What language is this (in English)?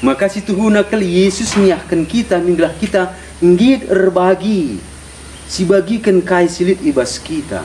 Batak Karo